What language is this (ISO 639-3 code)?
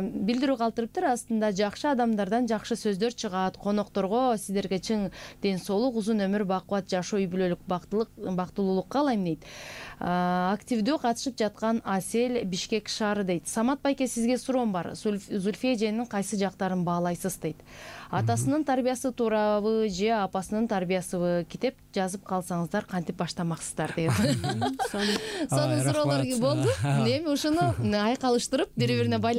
kir